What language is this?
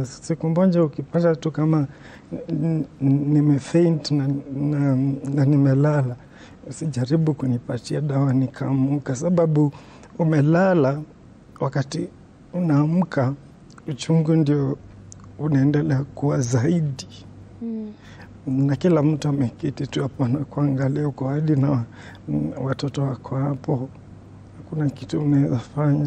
Swahili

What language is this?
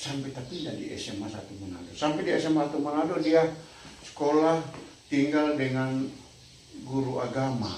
Manado Malay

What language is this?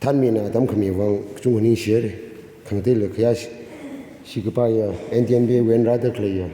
Tangkhul Naga (India)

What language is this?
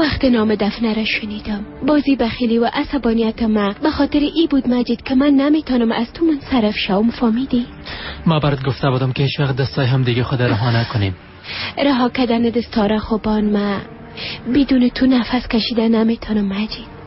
Persian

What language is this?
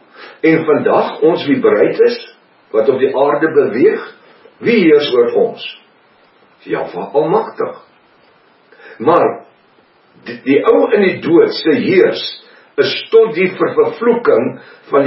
Afrikaans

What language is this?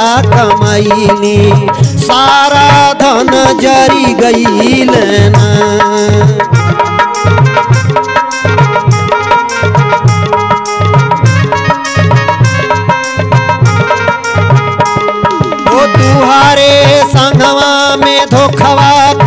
Bhojpuri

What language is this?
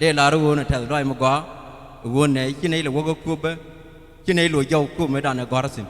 Nuer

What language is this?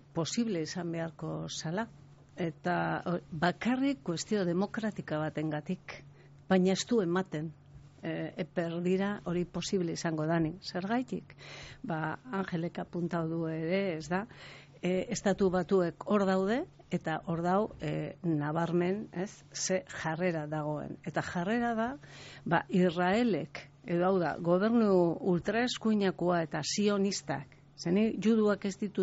Basque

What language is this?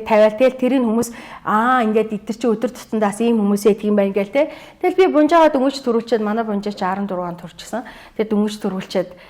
Mongolian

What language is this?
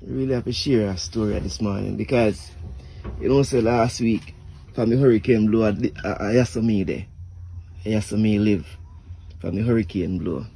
Jamaican Creole English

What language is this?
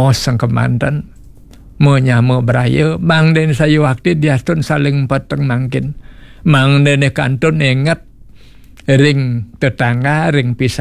Balinese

